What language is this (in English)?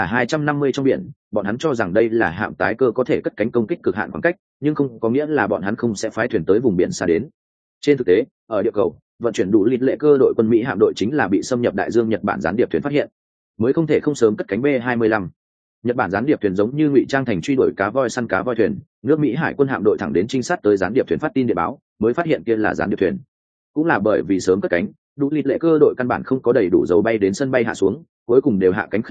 Vietnamese